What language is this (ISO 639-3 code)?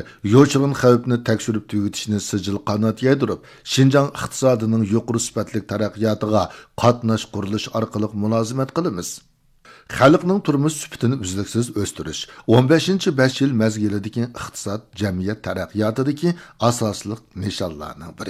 uig